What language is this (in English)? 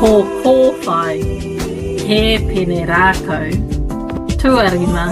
Māori